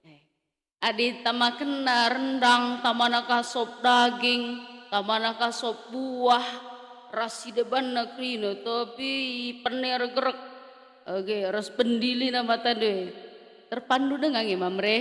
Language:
Batak Karo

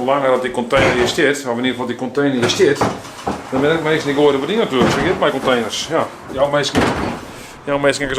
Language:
Western Frisian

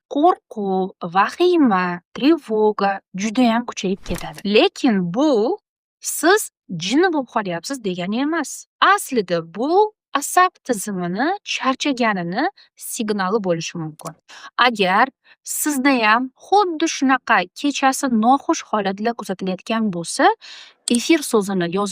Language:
Uzbek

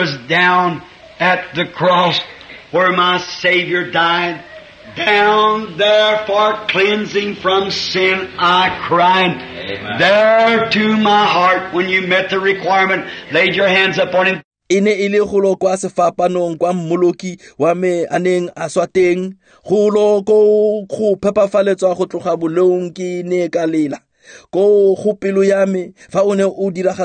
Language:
Tswana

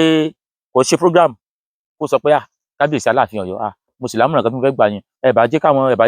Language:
Yoruba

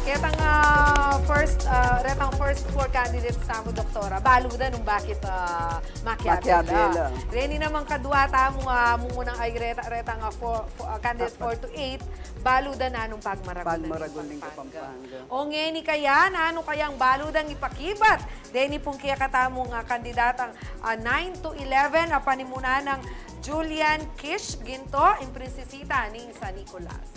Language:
Pampanga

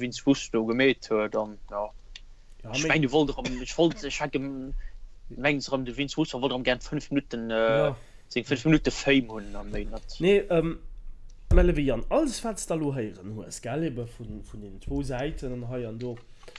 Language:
Luxembourgish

